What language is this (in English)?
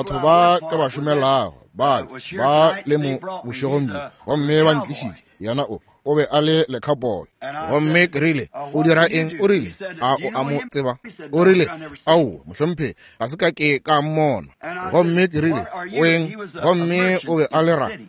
Northern Sotho